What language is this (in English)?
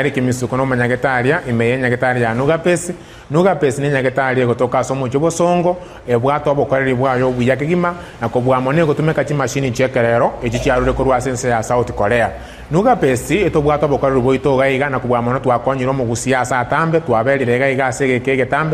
Gusii